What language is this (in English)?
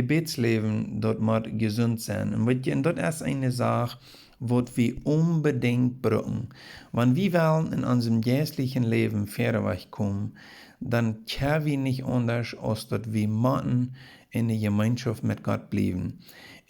Plautdietsch